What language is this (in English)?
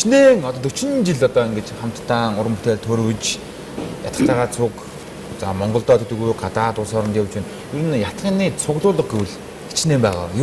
Mongolian